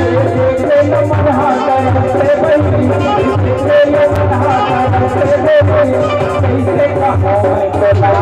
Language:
Chhattisgarhi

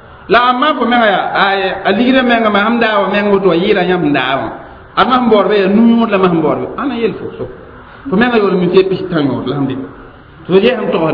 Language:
Mossi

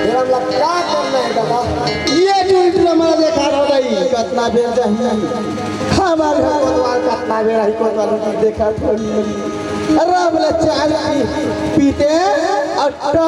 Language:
Chhattisgarhi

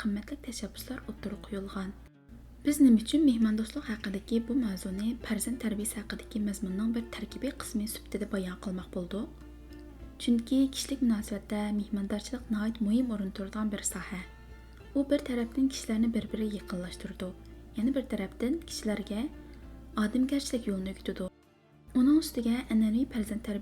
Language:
Uyghur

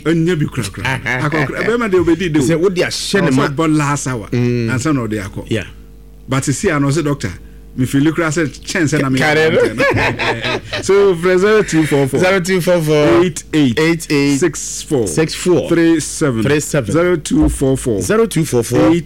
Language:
Akan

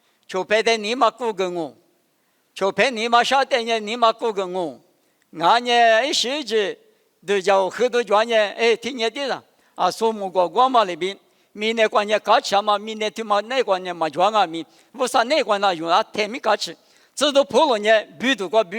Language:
Lisu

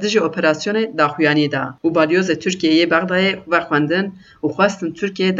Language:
Kurdish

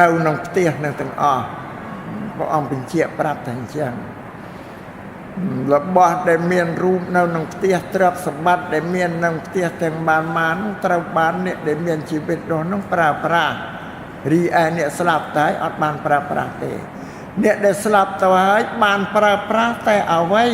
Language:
Khmer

